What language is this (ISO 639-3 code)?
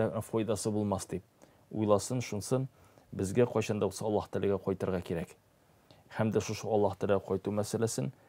tat